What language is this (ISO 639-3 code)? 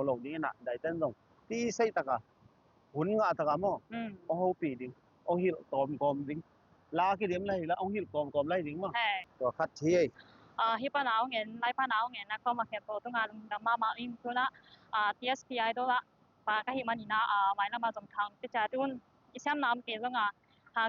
ctd